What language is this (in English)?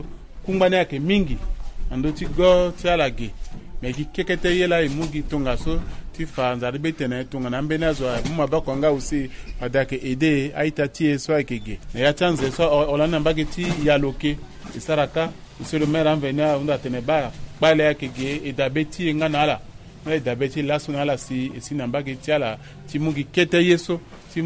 Sango